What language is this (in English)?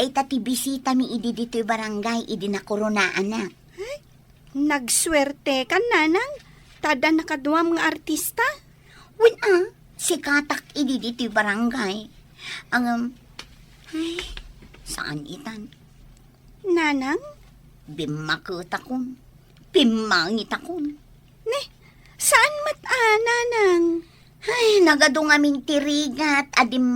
Iloko